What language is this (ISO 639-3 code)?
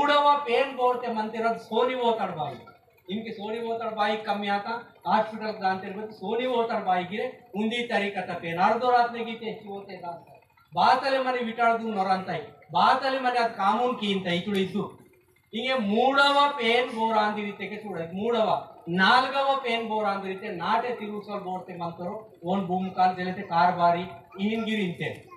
esg